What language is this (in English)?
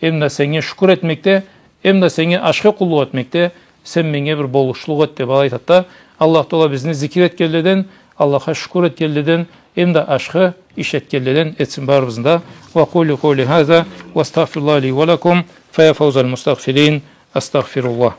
Karachay-Balkar